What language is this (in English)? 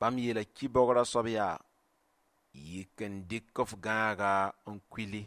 Mossi